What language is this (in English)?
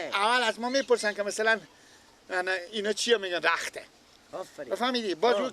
Persian